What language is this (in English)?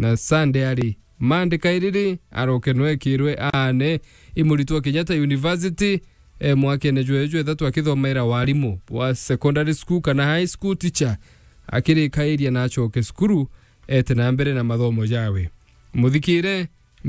Meru